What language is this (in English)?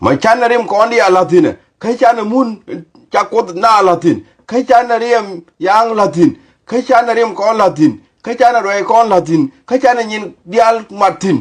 Nuer